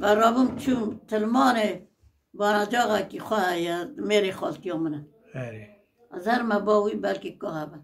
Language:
Kurdish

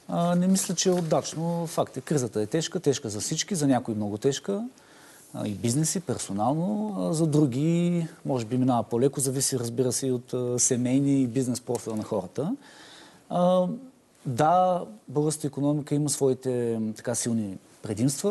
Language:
Bulgarian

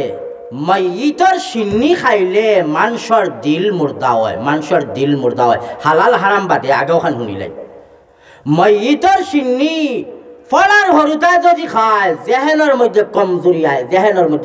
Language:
Sylheti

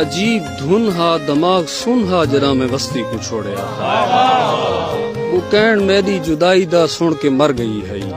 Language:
Saraiki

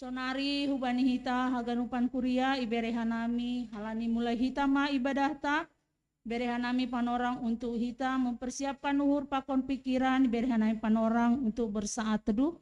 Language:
Batak Simalungun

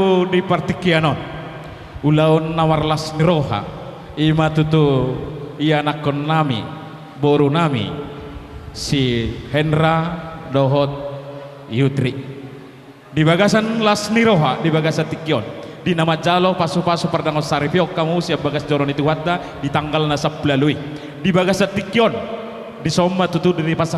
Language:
Batak Toba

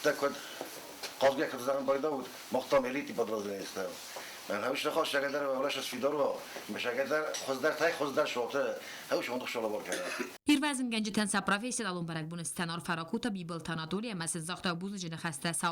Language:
Ossetic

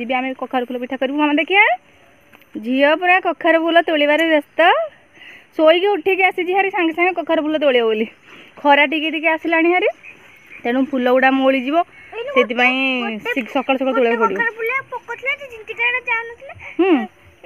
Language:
Odia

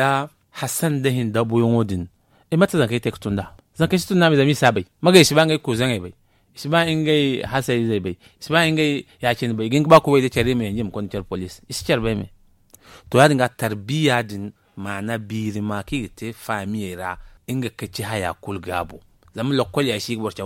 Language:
Zarma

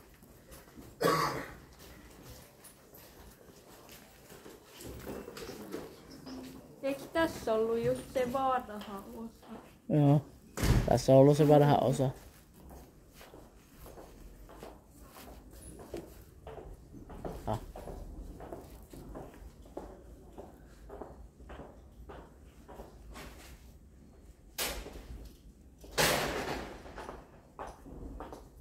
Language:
Finnish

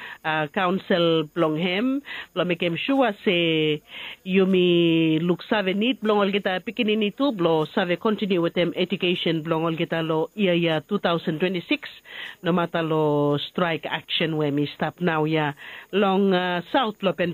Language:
Bislama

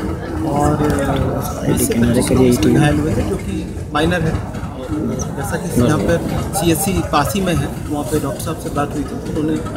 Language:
Hindi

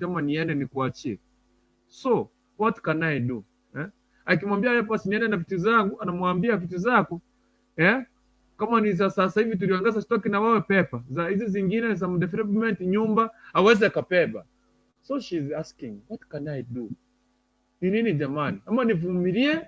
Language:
Gusii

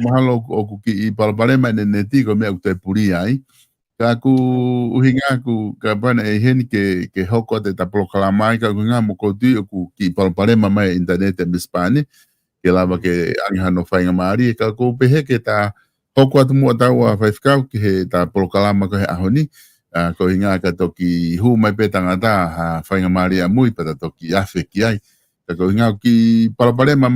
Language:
Tongan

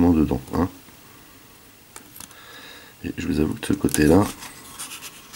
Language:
French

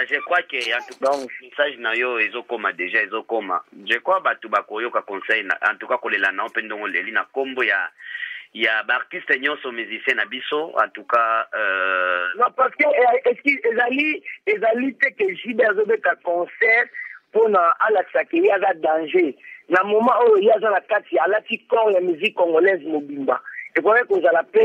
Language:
Lingala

